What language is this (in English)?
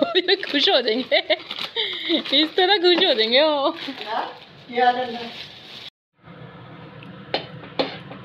Punjabi